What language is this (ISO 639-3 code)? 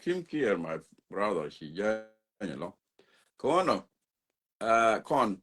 nus